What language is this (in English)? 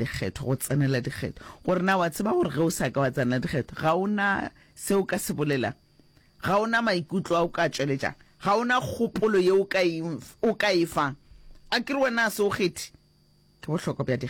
Northern Sotho